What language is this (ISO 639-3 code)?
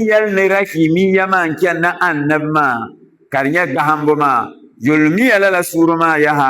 dag